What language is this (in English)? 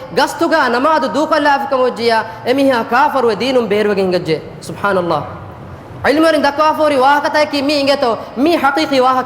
Divehi